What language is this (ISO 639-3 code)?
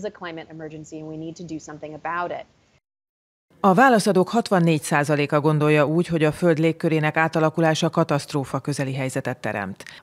hun